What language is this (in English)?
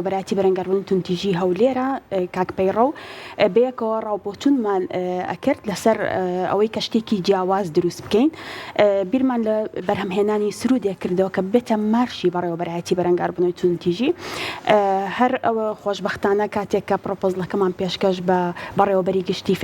Central Kurdish